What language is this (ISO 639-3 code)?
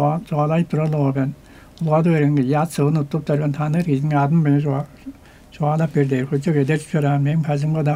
tyv